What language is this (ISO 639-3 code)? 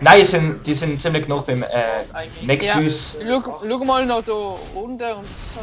gsw